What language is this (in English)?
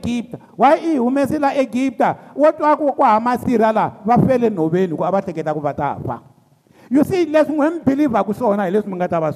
Tsonga